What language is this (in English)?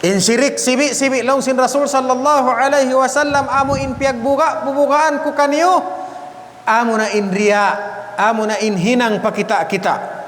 Tausug